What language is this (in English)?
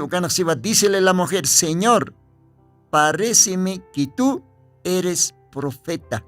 Aymara